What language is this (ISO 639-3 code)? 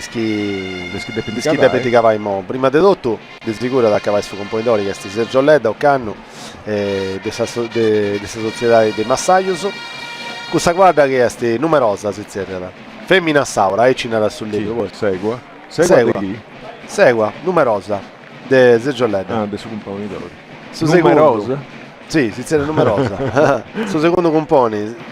srd